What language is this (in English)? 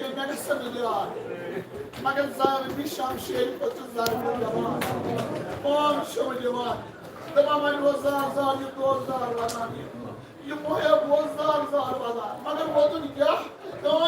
Kashmiri